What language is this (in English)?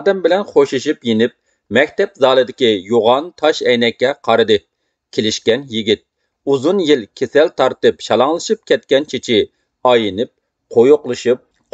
Uyghur